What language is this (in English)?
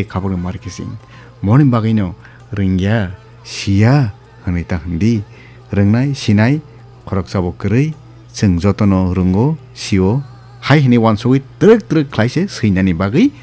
Kok Borok